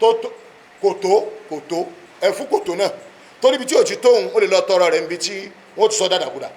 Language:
Yoruba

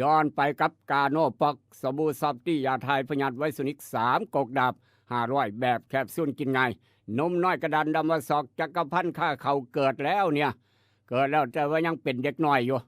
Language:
Northeastern Thai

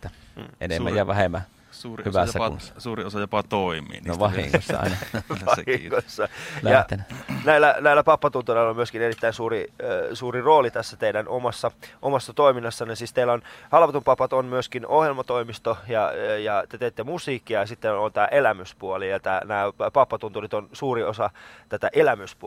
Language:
Finnish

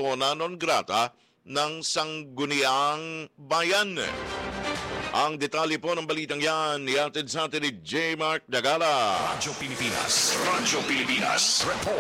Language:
Filipino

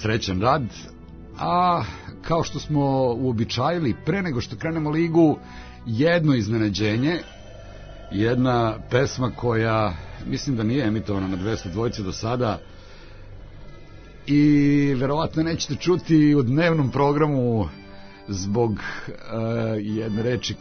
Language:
Serbian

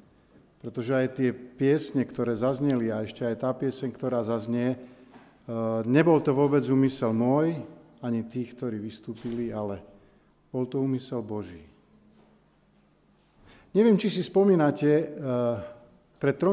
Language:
Slovak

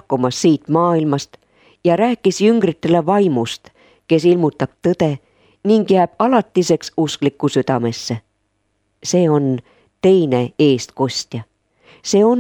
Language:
Estonian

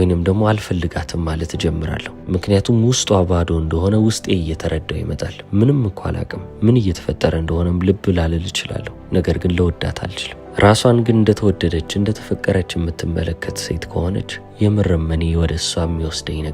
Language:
Amharic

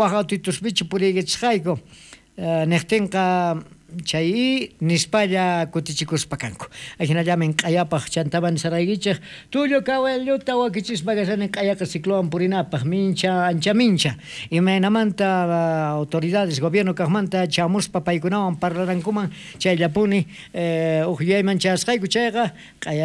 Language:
South Bolivian Quechua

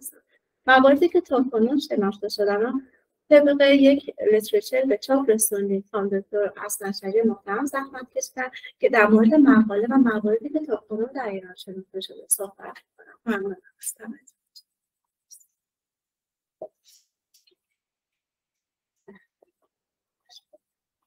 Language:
Persian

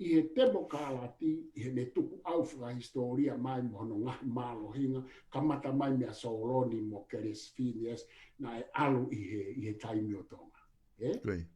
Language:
Tongan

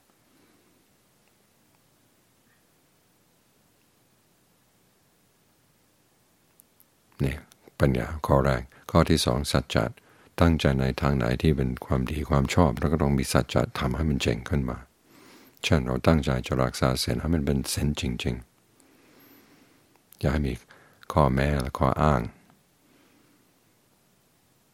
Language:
Thai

